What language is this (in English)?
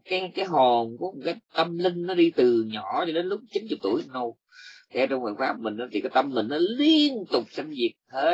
Vietnamese